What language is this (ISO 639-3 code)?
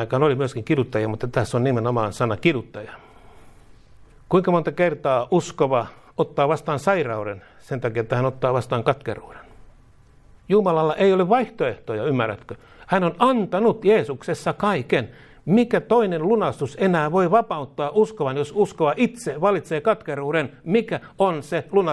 fin